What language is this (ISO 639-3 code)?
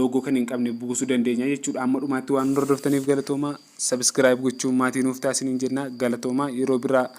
orm